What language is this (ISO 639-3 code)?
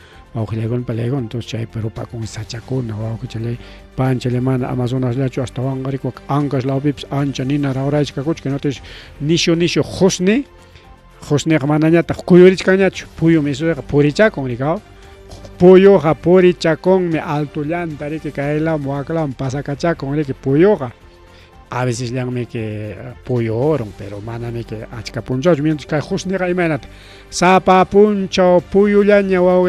quy